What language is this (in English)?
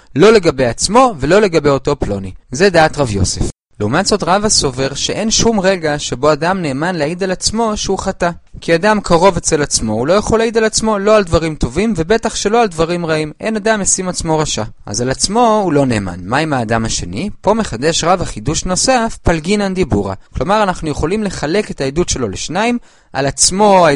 Hebrew